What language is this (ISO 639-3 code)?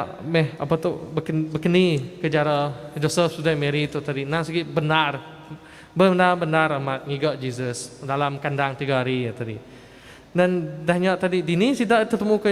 iba